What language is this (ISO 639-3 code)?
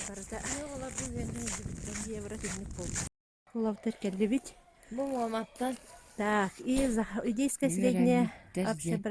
sah